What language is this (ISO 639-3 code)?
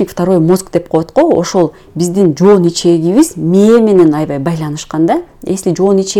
kir